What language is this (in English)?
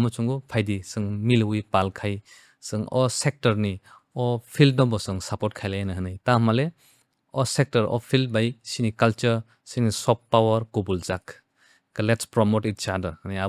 Kok Borok